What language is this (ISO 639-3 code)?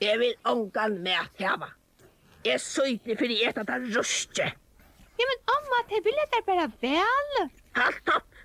fao